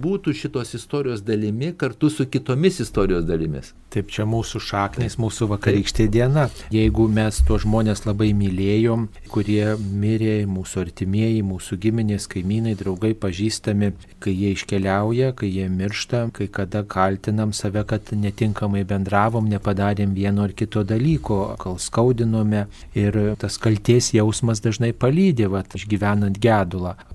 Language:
Lithuanian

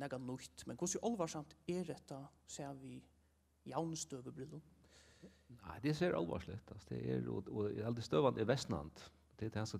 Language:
Faroese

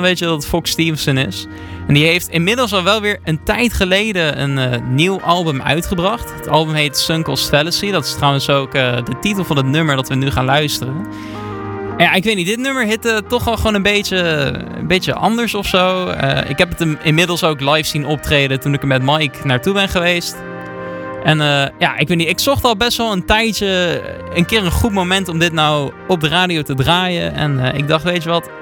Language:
Dutch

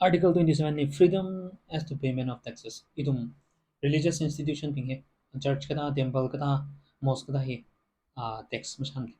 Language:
Tangkhul Naga (India)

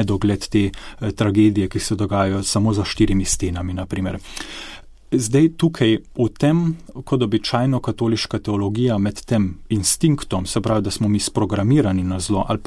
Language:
Slovenian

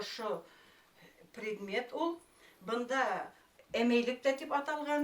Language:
Bashkir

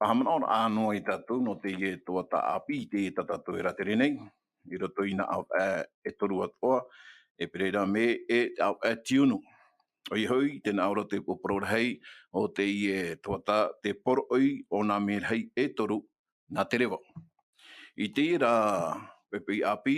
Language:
Tahitian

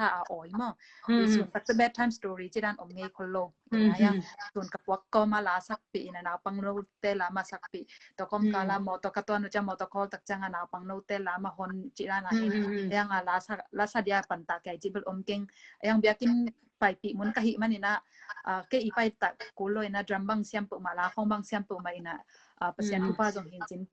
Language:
Tedim Chin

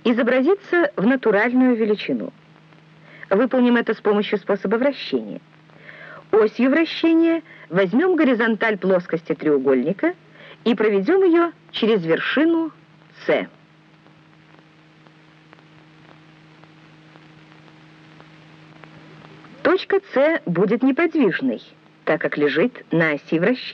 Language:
Russian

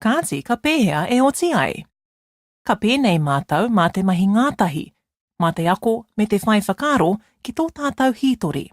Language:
Māori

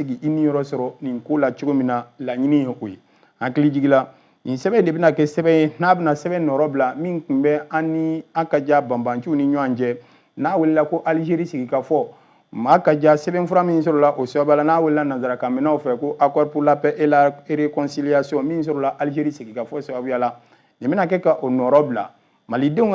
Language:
Bambara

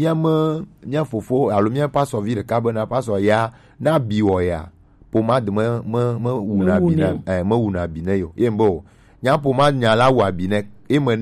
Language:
Gen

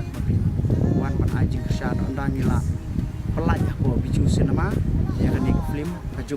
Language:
Khasi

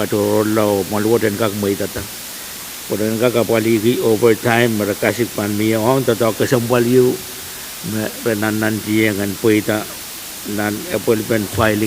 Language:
Pohnpeian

